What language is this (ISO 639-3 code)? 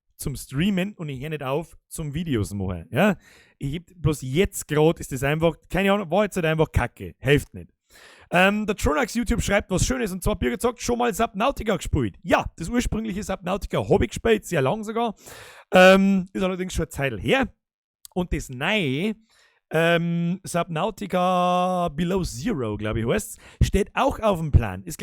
bar